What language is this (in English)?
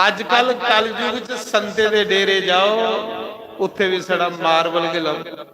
Dogri